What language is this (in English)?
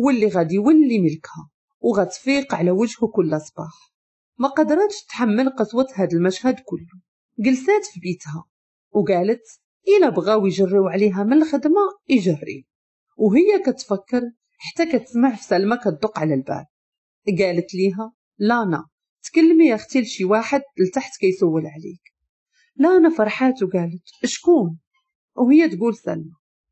Moroccan Arabic